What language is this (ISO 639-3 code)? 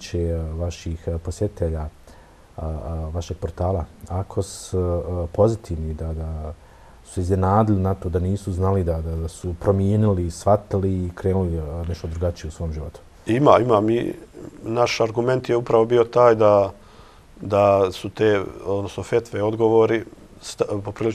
bos